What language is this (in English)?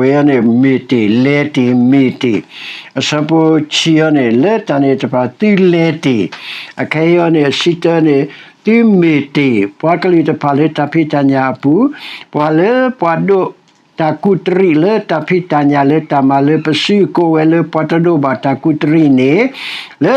S'gaw Karen